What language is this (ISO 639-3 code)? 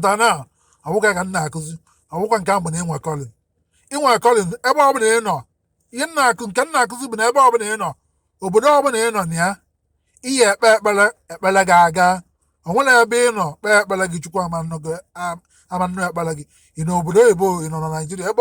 ibo